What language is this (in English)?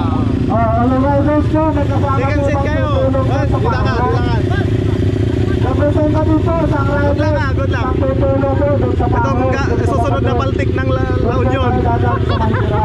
Filipino